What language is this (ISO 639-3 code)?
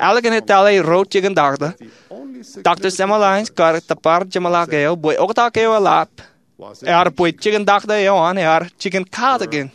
mah